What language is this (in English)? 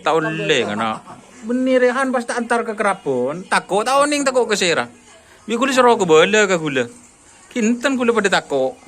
Madurese